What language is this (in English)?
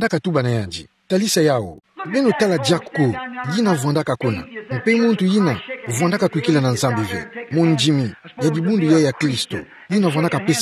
Kituba (Democratic Republic of Congo)